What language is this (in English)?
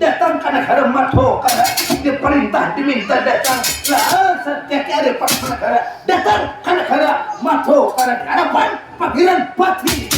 Banjar